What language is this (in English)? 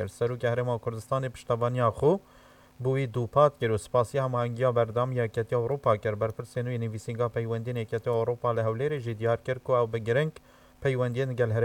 Kurdish